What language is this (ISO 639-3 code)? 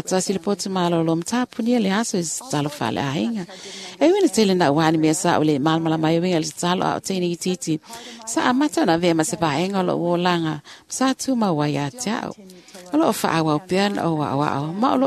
smo